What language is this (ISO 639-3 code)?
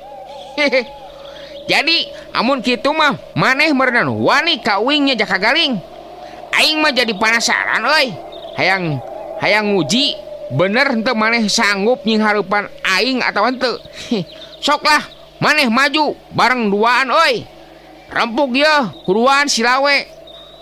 sun